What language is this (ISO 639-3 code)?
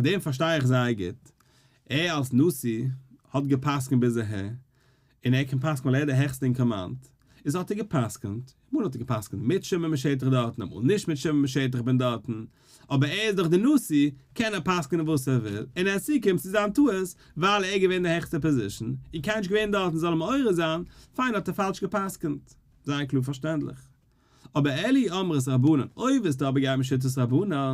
yid